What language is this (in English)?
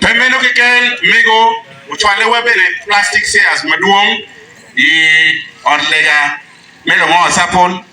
Acoli